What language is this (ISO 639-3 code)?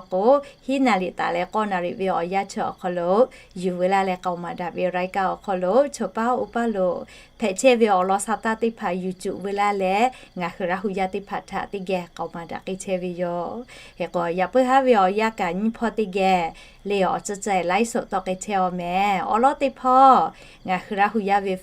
lhu